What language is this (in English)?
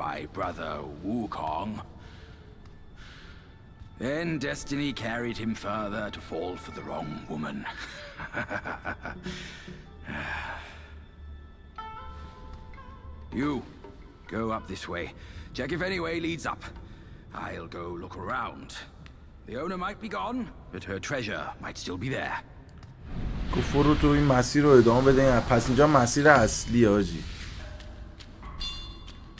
Persian